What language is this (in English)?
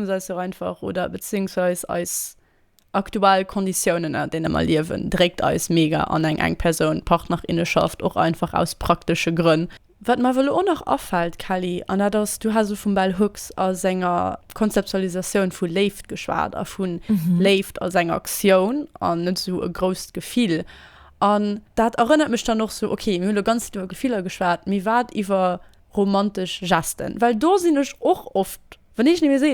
Luxembourgish